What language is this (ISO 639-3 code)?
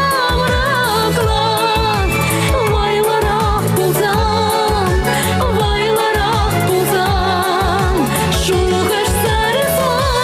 chv